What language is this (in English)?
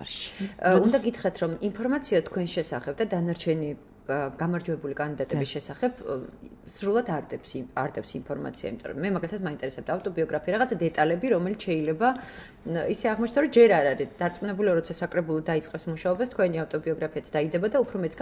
Georgian